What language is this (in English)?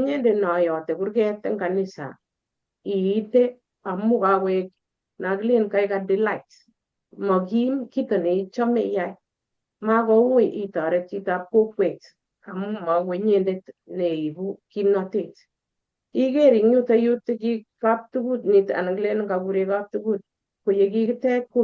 Kalenjin